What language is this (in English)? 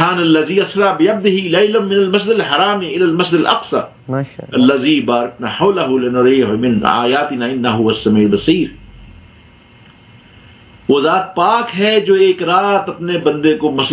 Urdu